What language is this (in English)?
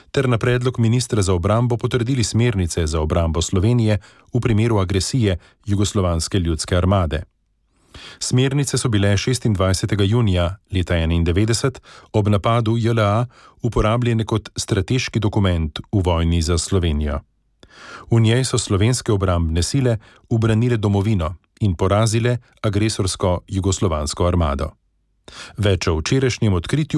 Slovenian